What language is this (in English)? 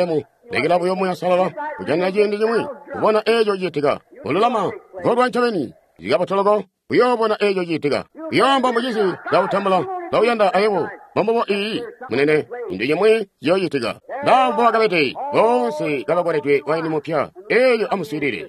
Tonga (Zambia)